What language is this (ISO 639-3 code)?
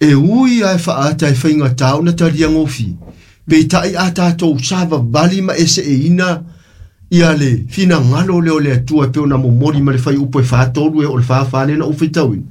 smo